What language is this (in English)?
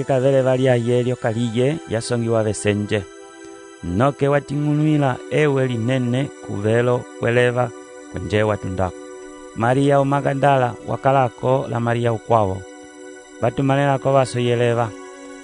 Umbundu